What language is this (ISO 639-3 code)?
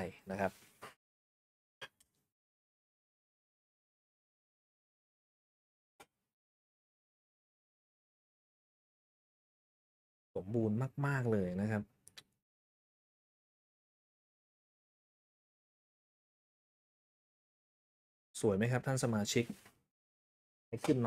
tha